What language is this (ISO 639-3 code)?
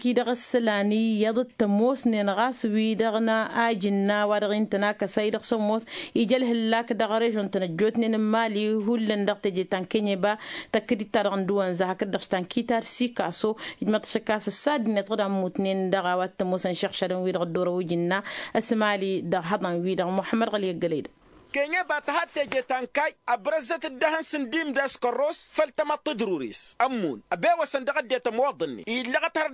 taq